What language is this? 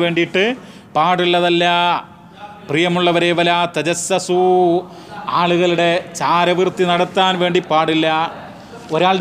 Malayalam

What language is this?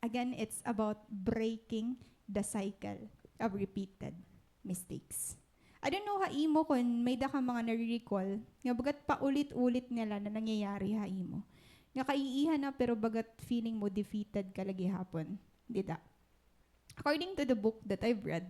Waray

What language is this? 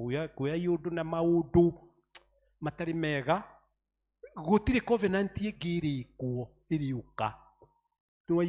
Kikuyu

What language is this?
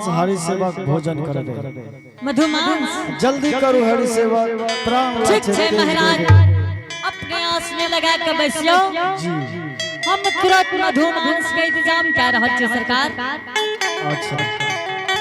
Angika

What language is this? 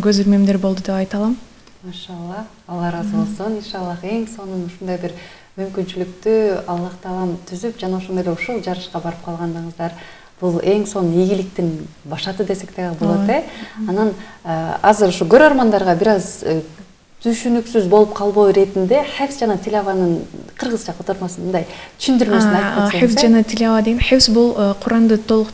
Kyrgyz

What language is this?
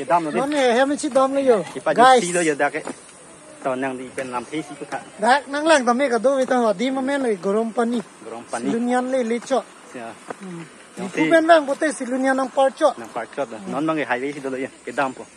Karbi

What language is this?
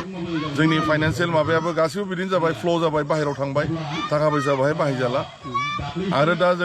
Bodo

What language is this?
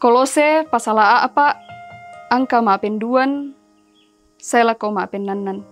Toraja-Sa'dan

